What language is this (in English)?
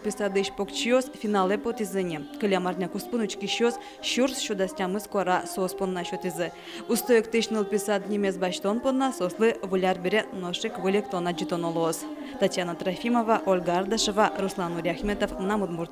Udmurt